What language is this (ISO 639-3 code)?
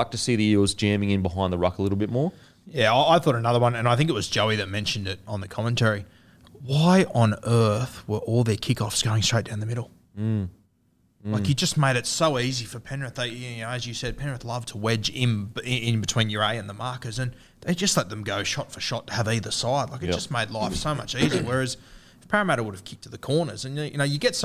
eng